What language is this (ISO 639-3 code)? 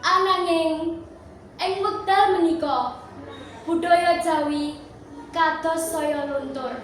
jav